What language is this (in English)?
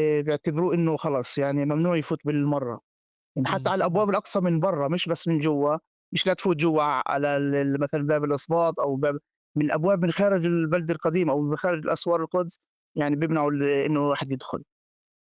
North Levantine Arabic